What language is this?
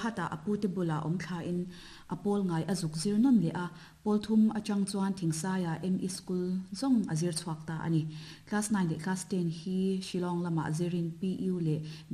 Mizo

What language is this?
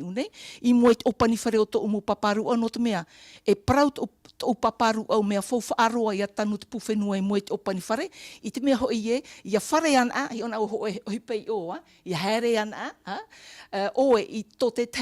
Tahitian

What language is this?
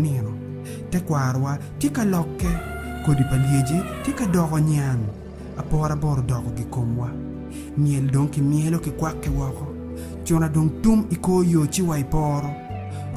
Acoli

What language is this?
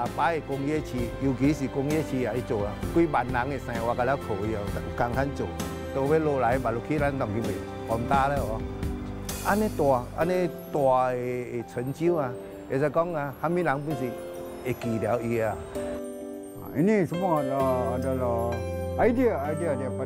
Min Nan Chinese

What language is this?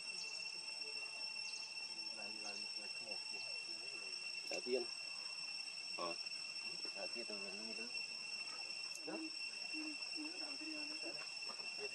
Vietnamese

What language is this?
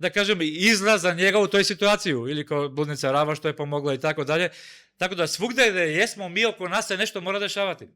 Macedonian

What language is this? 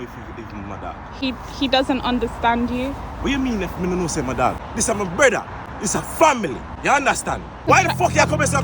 Jamaican Creole English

